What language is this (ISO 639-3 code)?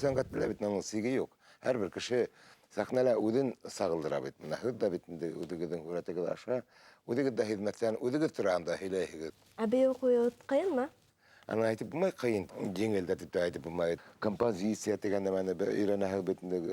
bak